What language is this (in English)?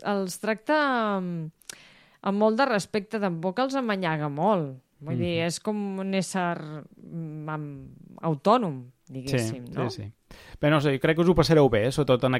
Catalan